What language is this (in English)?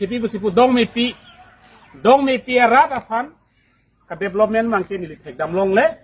Karbi